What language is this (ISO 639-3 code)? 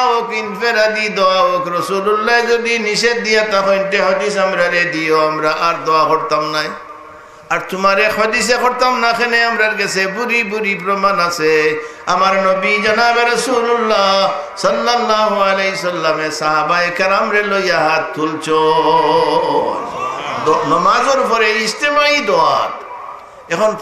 syl